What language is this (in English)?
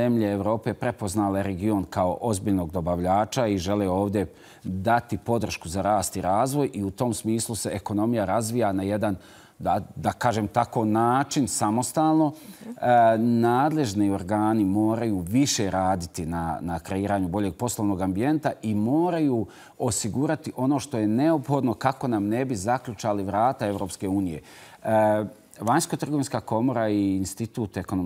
Bosnian